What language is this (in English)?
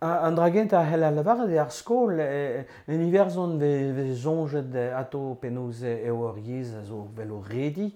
Breton